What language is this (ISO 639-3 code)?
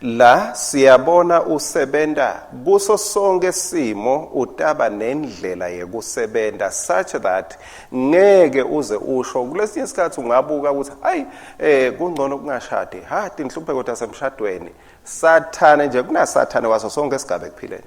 ssw